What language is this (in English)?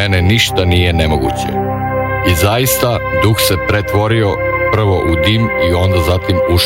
Serbian